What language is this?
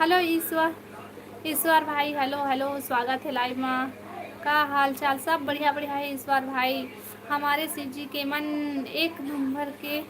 Chhattisgarhi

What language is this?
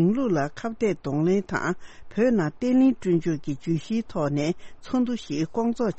Tibetan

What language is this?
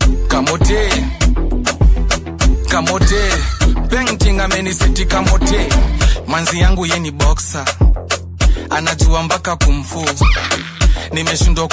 Swahili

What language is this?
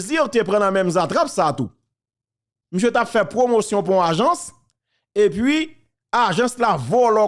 Haitian Creole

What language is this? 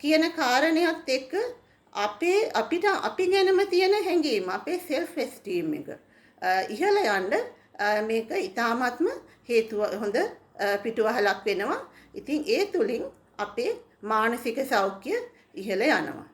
Sinhala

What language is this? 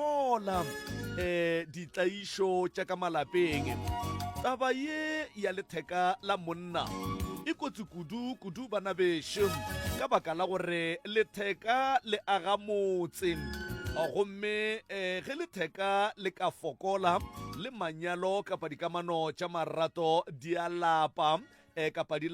Northern Sotho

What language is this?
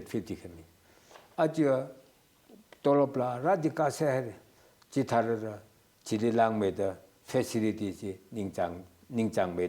Tangkhul Naga (India)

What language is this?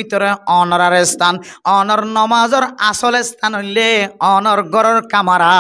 Rohingya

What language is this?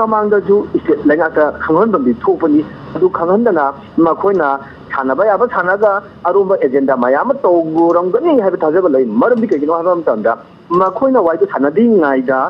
Manipuri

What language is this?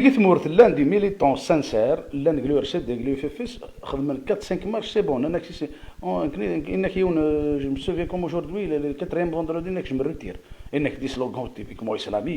Kabyle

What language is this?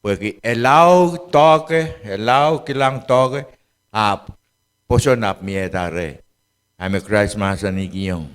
Pohnpeian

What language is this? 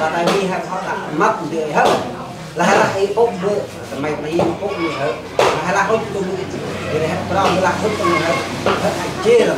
Central Mnong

